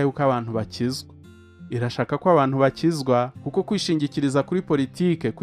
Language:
Kinyarwanda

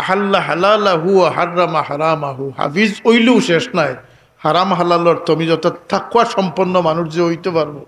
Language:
Sylheti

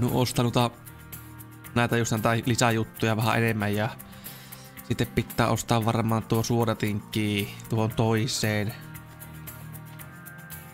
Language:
Finnish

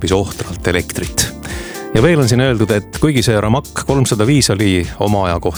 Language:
Estonian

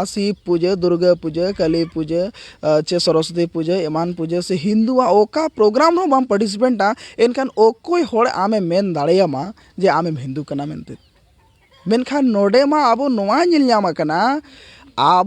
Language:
Santali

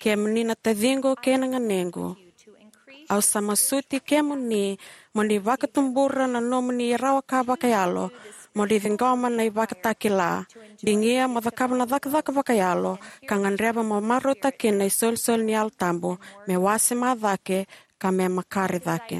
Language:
Fijian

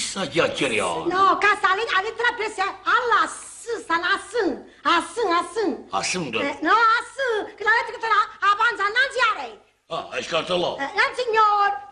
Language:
Neapolitan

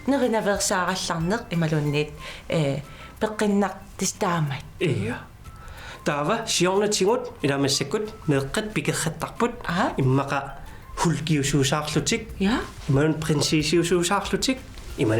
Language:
Kalaallisut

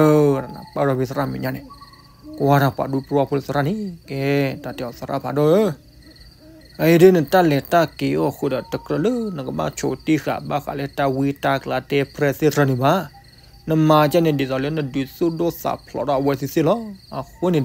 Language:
S'gaw Karen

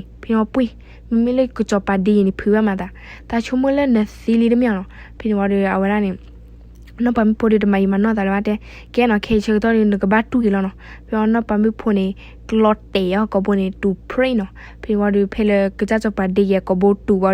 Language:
S'gaw Karen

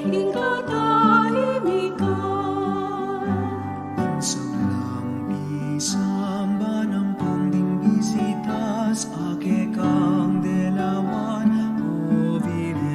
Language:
Pampanga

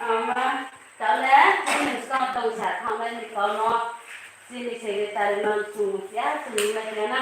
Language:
Riang (India)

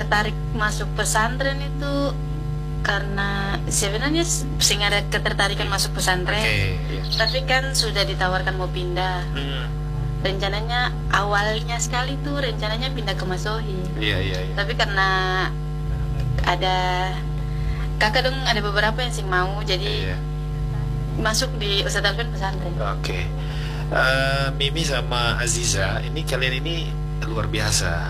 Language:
Indonesian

